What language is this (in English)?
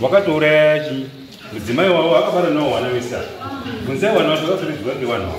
Shona